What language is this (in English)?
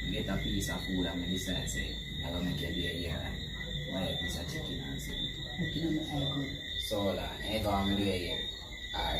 Jamaican Creole English